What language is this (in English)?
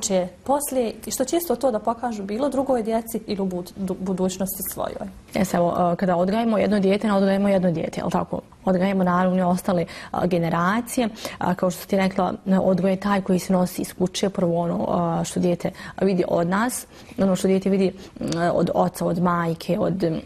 Bosnian